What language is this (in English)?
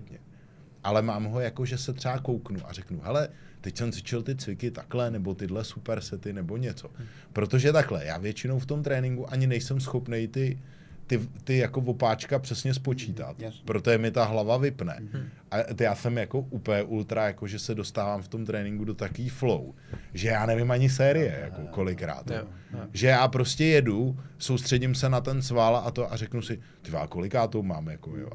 Czech